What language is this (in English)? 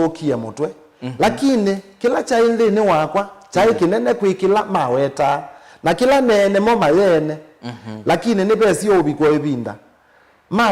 Kamba